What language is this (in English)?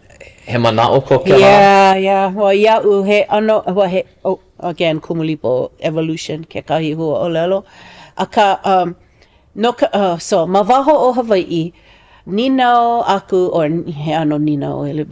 Hawaiian